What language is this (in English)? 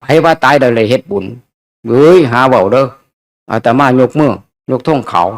Northeastern Thai